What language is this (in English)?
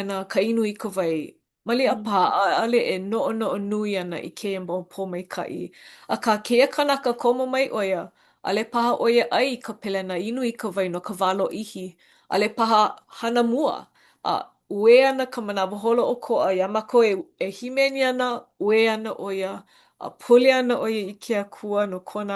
Hawaiian